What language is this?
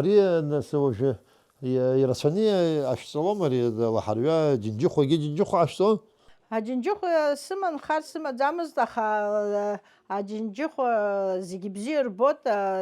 Abkhazian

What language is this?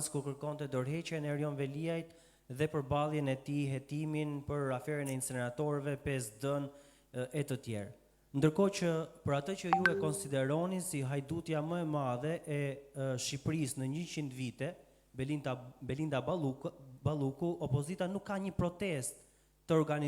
Albanian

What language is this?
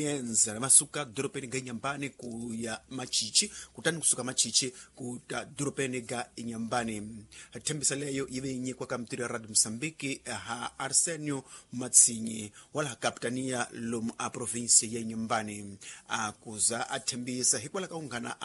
Tsonga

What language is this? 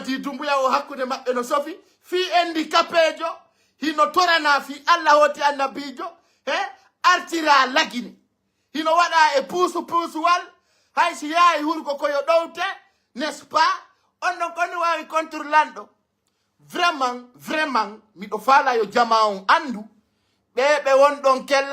Pular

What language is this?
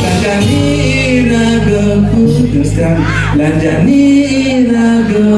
Balinese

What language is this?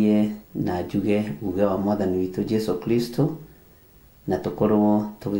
Kikuyu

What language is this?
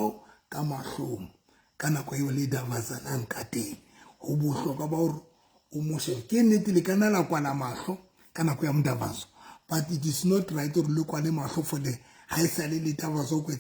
Southern Sotho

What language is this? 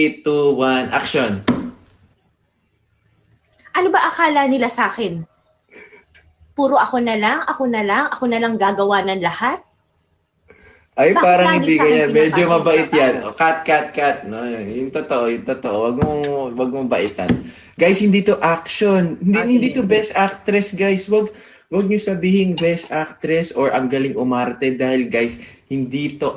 Filipino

